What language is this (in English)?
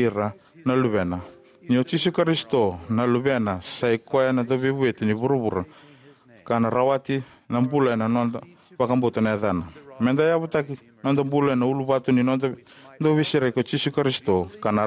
Fijian